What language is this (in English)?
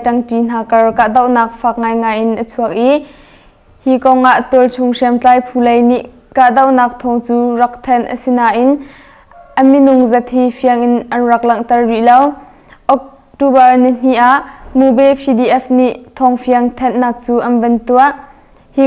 Hakha Chin